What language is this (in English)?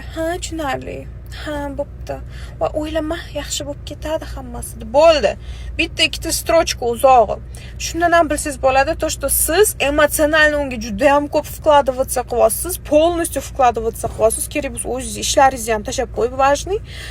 Uzbek